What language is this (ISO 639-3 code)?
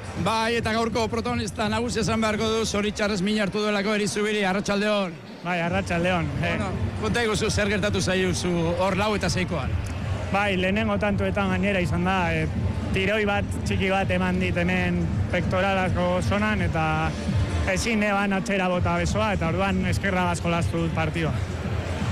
eus